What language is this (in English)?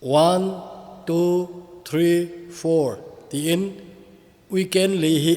Thado Chin